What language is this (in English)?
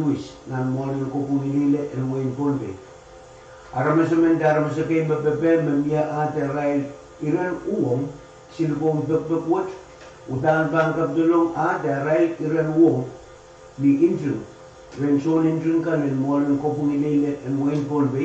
Pohnpeian